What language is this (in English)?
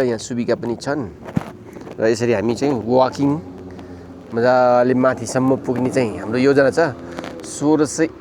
Nepali